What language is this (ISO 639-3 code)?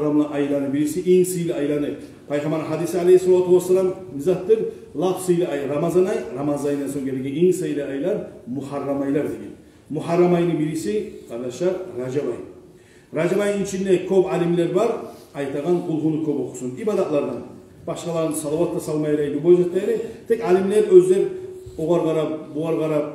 kum